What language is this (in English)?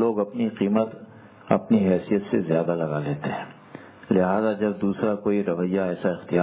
Urdu